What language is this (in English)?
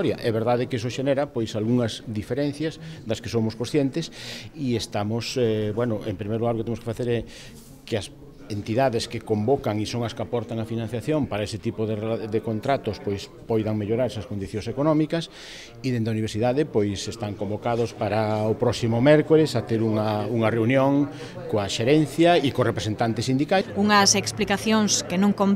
Galician